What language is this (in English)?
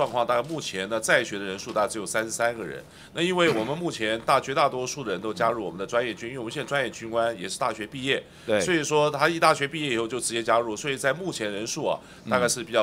Chinese